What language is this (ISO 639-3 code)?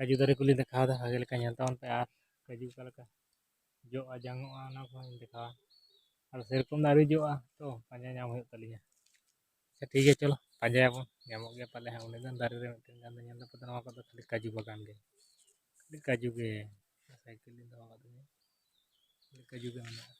sat